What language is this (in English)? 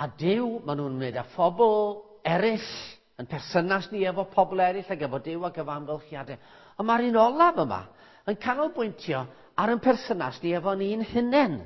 Welsh